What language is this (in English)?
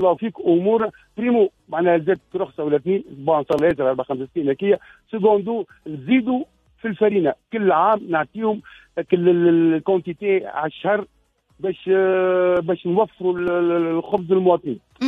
Tunisian Arabic